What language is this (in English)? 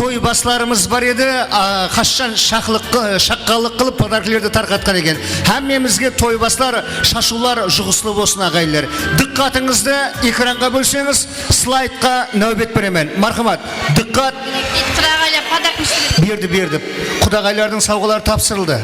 Kara-Kalpak